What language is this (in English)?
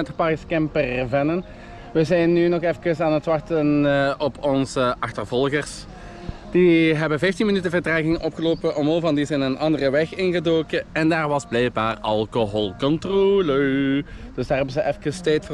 Dutch